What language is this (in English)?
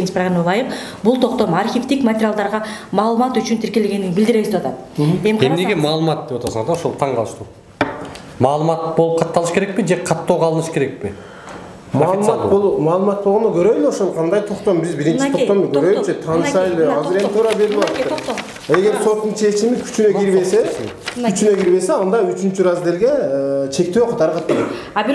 Kyrgyz